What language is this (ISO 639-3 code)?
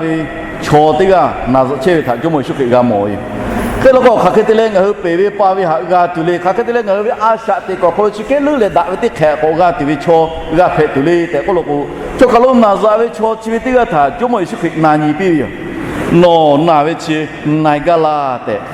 lhu